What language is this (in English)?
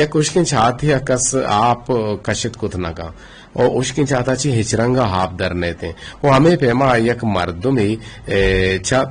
Eastern Balochi